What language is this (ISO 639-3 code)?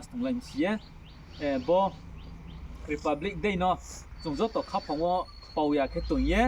ria